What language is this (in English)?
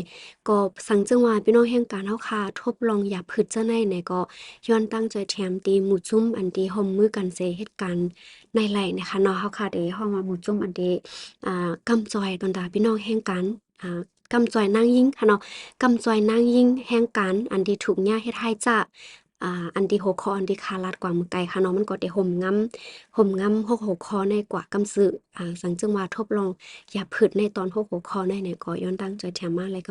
Shan